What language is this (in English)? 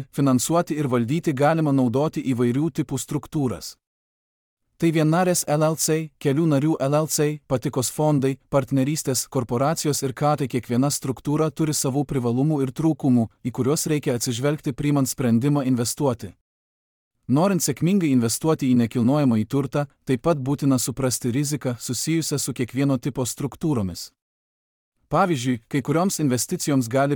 Lithuanian